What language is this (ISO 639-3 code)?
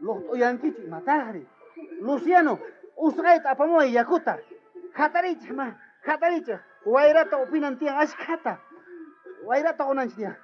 quh